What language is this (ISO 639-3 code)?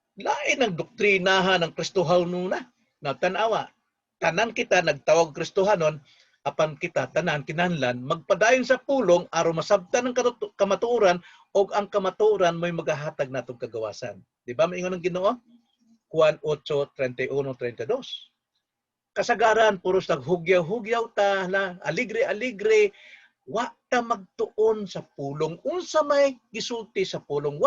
ceb